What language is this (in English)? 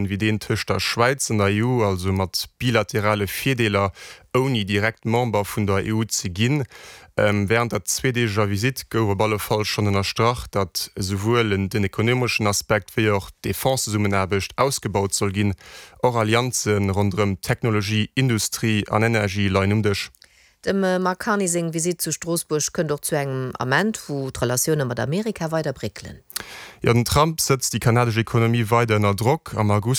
Luxembourgish